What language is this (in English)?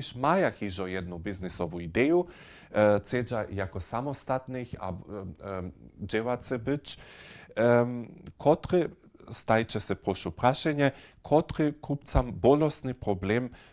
Upper Sorbian